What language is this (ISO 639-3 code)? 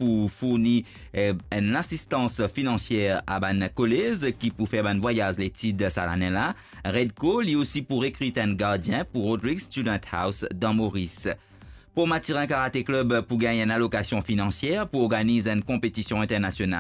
mfe